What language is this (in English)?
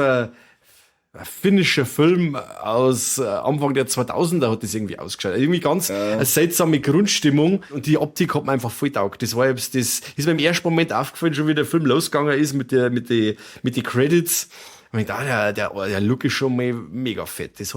Bavarian